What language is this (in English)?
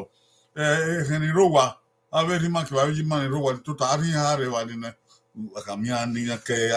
Bini